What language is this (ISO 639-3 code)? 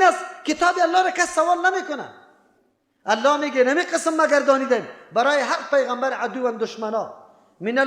fas